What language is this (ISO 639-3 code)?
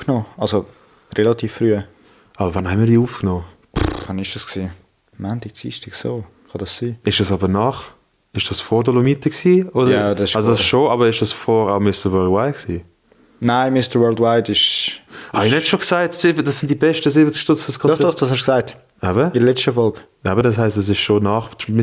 gsw